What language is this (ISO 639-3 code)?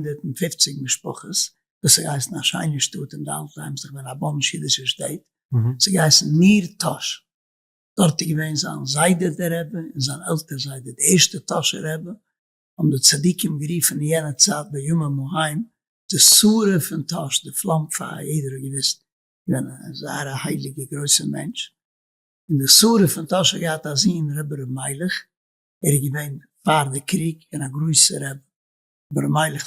yid